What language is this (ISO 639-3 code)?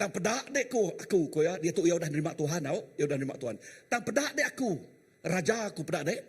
iba